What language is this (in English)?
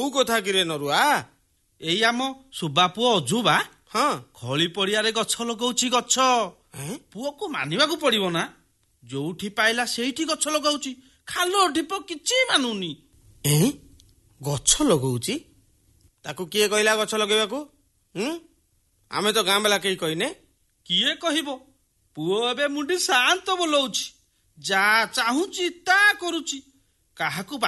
Odia